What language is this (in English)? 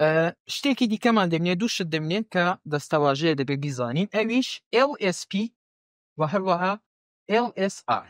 Central Kurdish